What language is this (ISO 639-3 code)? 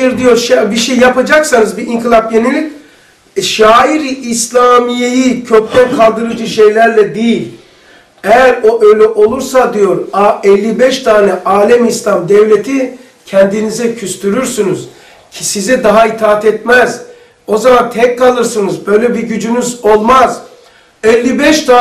tur